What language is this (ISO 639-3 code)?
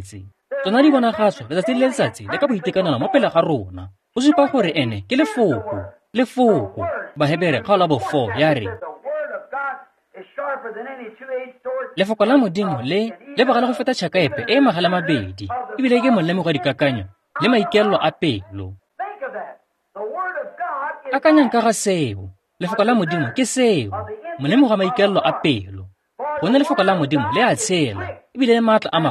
tsn